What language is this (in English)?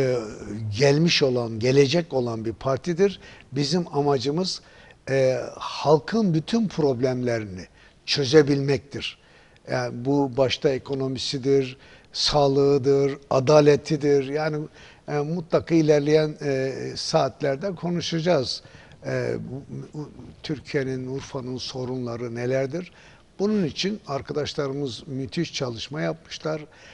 Turkish